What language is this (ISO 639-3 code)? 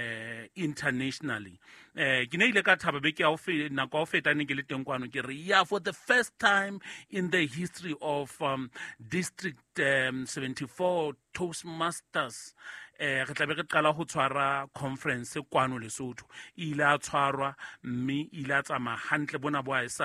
sot